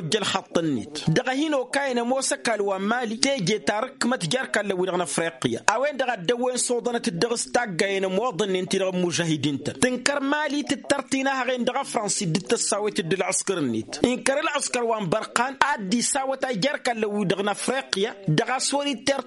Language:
Tamasheq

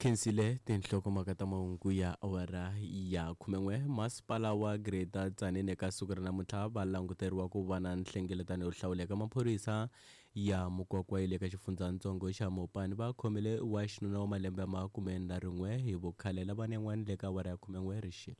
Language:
Tsonga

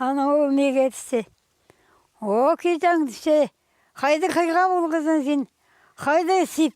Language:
Khakas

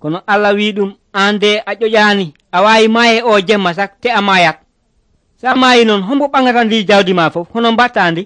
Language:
Nigerian Fulfulde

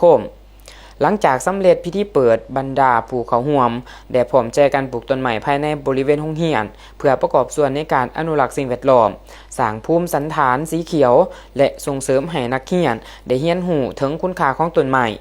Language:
Lao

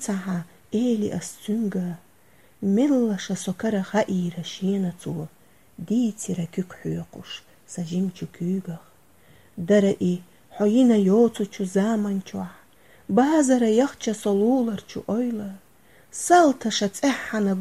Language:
Chechen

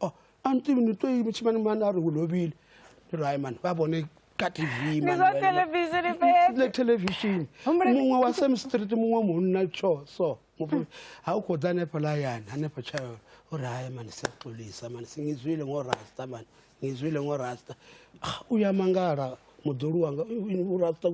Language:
Venda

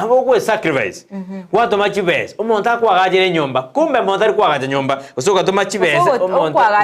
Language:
Gusii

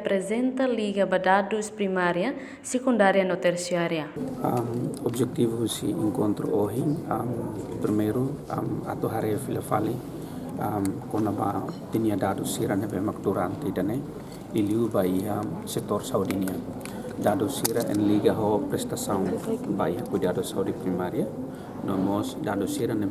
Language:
Tetum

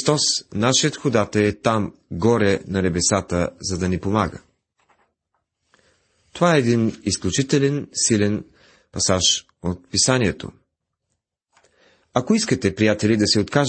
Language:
Bulgarian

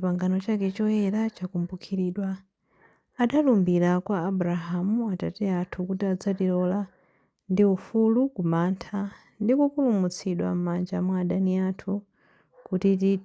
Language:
Nyanja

